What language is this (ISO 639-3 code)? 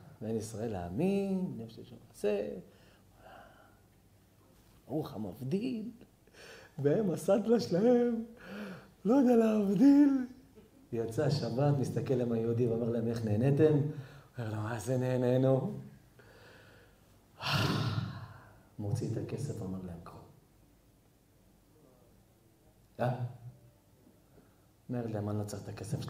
heb